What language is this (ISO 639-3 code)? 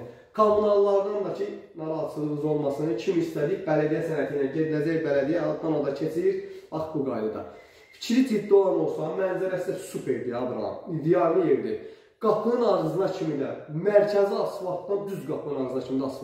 aze